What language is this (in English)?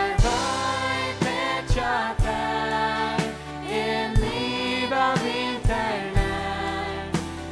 Faroese